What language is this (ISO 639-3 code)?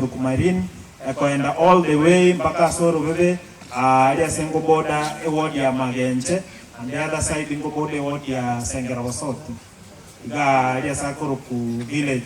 guz